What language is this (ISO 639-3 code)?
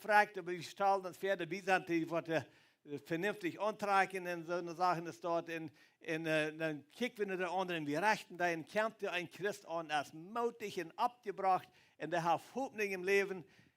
pdt